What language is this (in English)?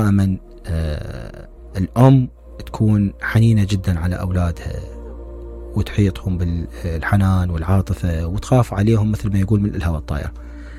Mesopotamian Arabic